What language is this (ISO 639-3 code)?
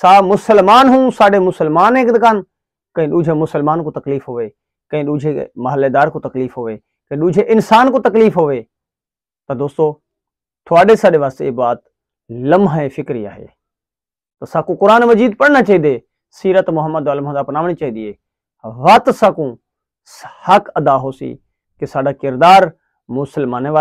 skr